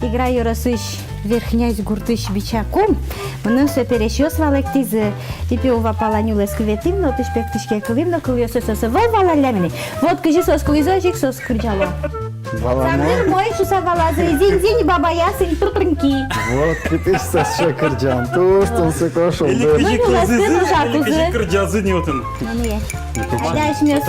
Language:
Udmurt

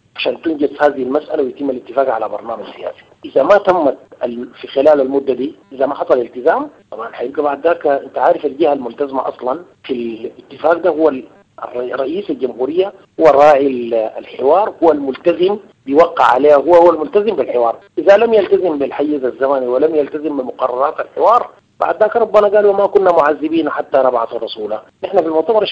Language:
Sudanese Arabic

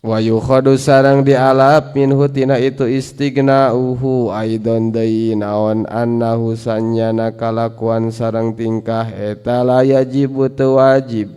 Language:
Sundanese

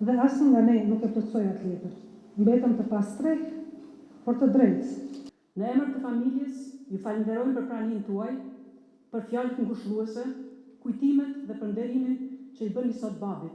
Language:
Albanian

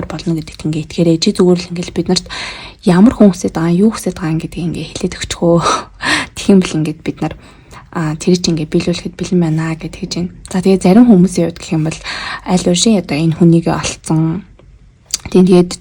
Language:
Mongolian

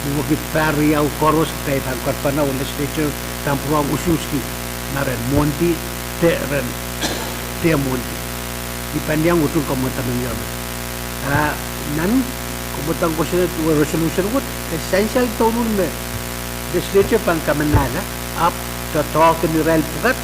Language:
Pohnpeian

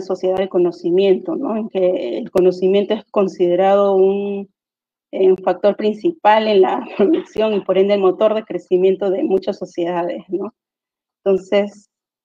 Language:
Spanish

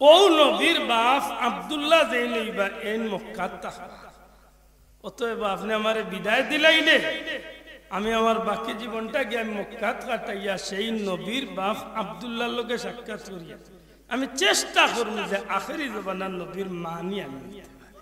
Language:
Sylheti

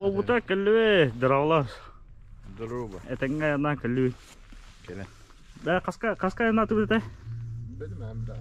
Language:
Yakut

